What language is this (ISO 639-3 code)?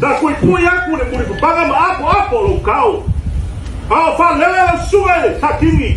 smo